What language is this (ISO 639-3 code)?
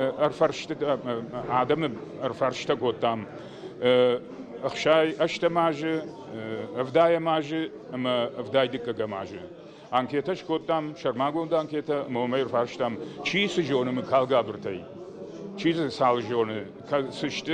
oss